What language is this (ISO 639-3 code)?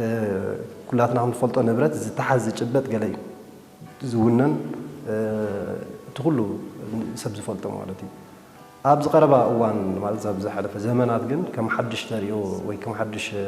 tir